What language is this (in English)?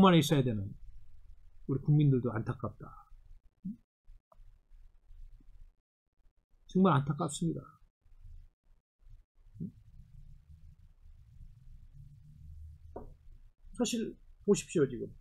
Korean